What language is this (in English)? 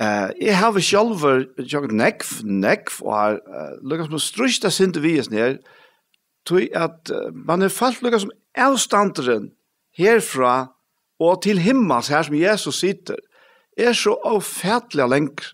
Faroese